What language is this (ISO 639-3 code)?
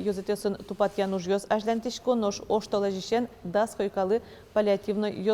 udm